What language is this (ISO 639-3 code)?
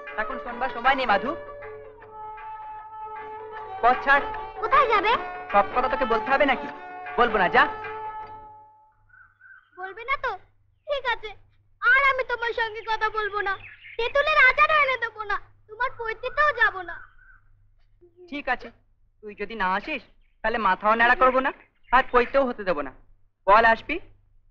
ben